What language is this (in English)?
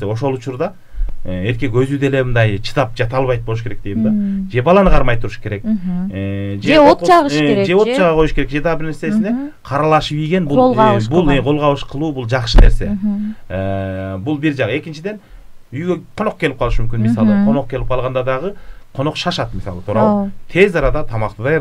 Kyrgyz